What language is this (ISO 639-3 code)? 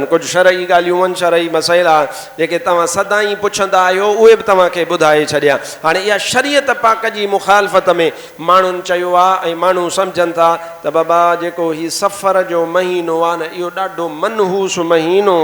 snd